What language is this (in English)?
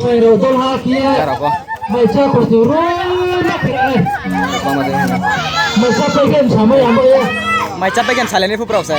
Riang (India)